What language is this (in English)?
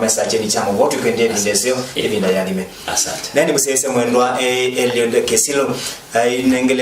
Kamba